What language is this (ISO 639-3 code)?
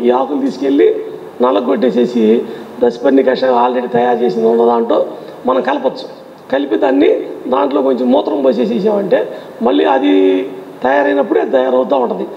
tel